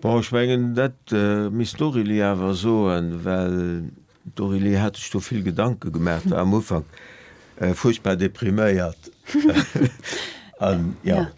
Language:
Luxembourgish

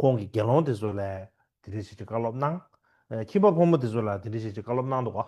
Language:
Tibetan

